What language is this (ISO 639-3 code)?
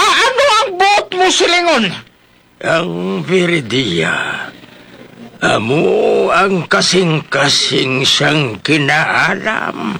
hil